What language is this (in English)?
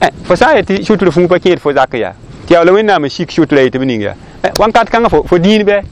Mossi